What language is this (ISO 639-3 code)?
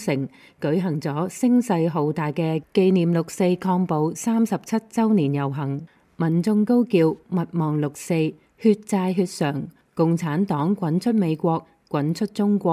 yue